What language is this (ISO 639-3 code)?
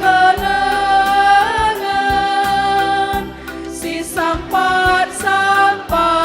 btx